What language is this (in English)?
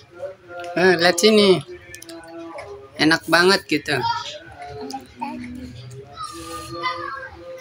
Indonesian